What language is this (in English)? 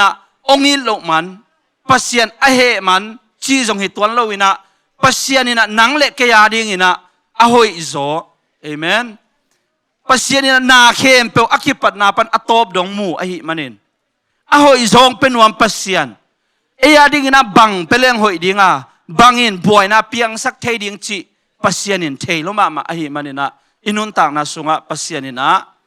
Tedim Chin